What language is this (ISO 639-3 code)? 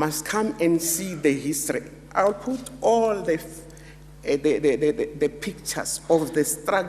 tsn